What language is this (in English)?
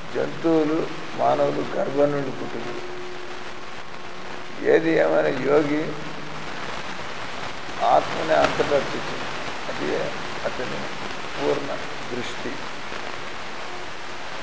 Telugu